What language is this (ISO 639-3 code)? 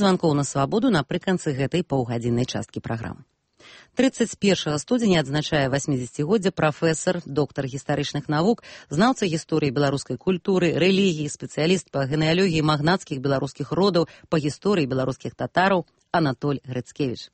bel